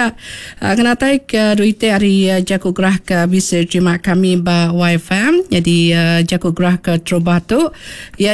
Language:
Iban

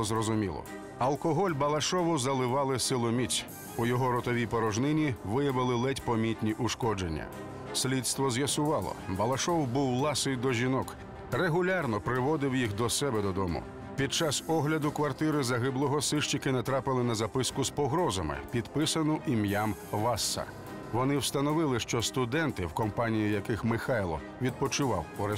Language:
Ukrainian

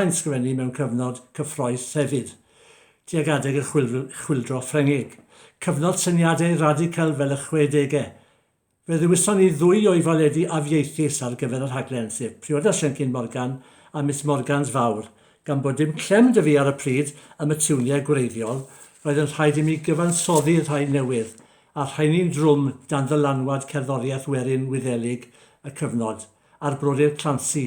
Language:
Welsh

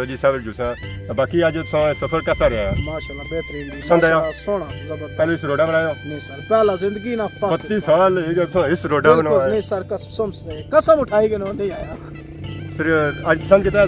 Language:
Pahari-Potwari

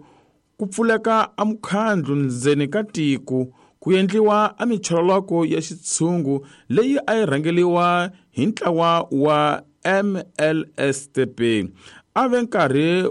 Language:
Tsonga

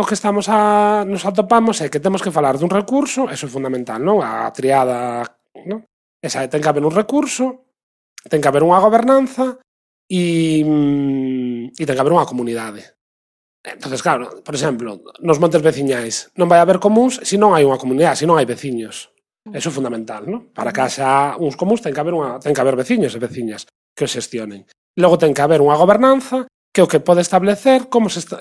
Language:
Galician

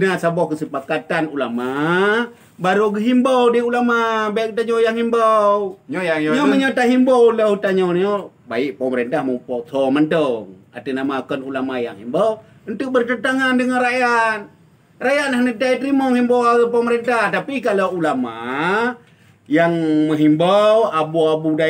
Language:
Achinese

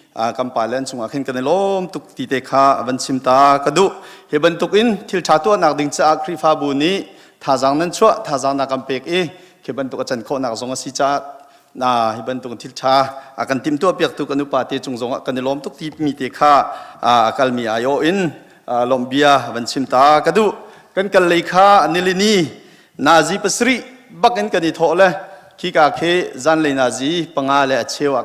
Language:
Hakha Chin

